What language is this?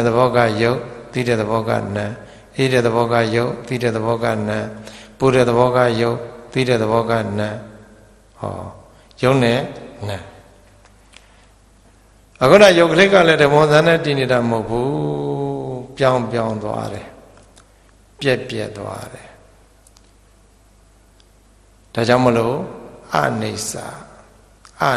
Burmese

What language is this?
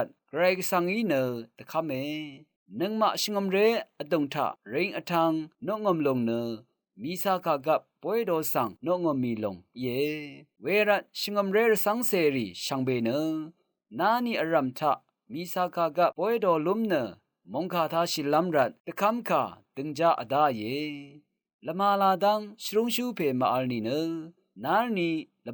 Rawang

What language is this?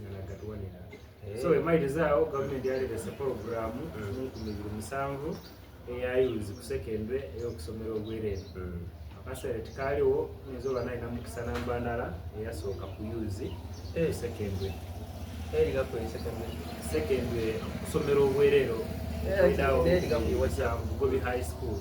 Soga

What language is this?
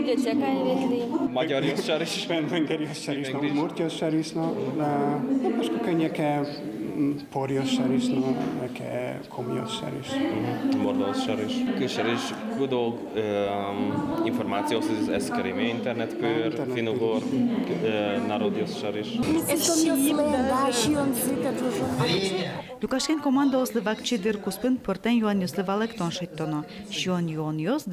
Udmurt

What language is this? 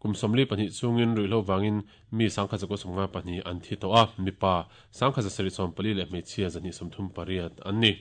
Mizo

